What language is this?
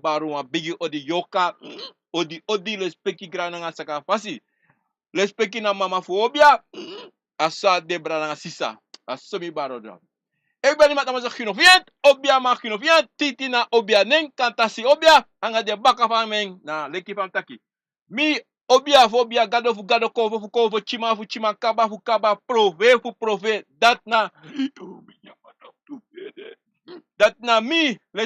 Sranan Tongo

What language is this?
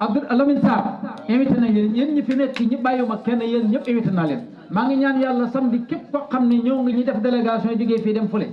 Wolof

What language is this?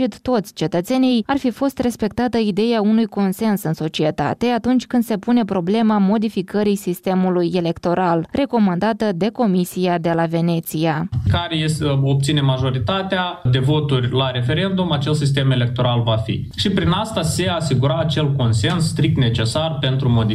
Romanian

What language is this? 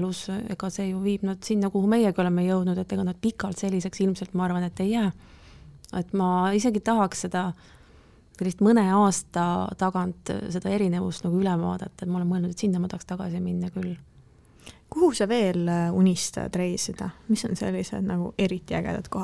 Estonian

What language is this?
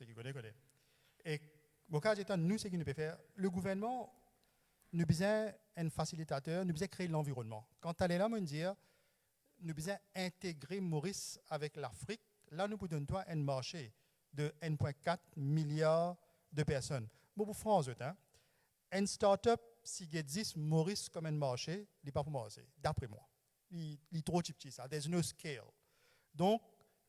Morisyen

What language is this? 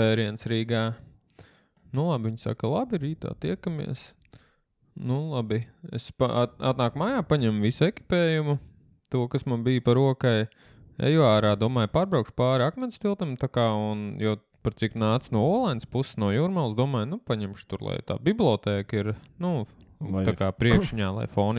Latvian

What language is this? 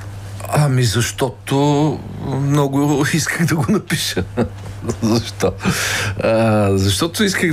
Bulgarian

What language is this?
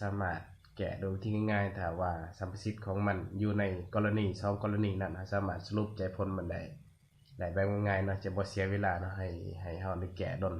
Lao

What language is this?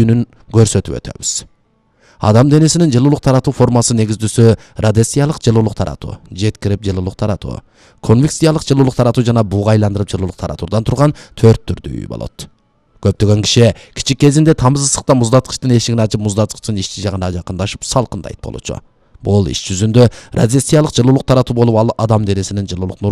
Kyrgyz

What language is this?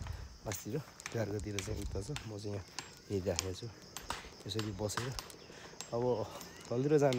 Nepali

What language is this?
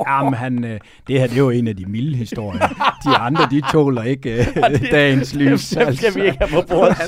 Danish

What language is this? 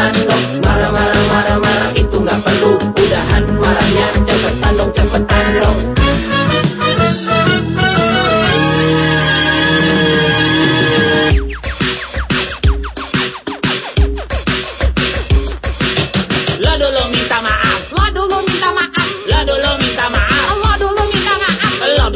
Indonesian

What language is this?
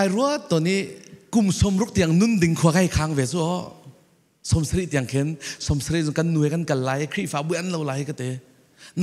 Falam Chin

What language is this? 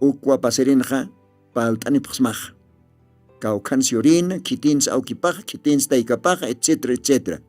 Aymara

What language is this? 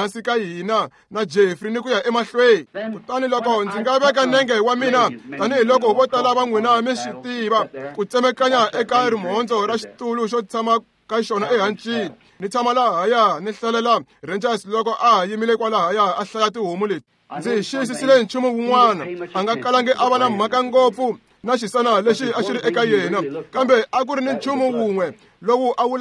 Tsonga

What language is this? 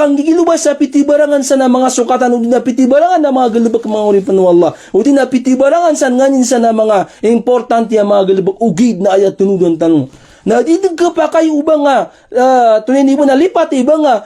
Maranao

